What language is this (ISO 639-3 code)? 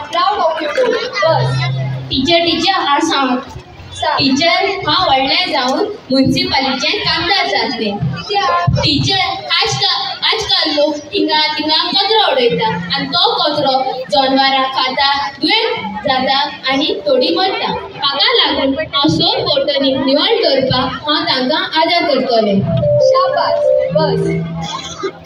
kok